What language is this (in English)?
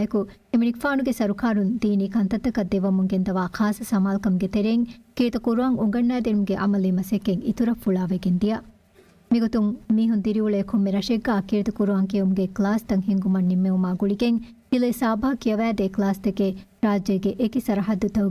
Divehi